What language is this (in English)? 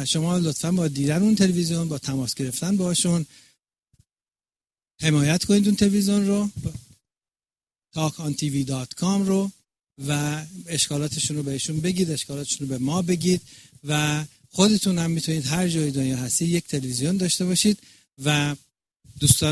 Persian